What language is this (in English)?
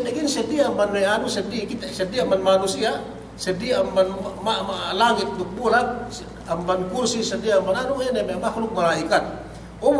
Yakan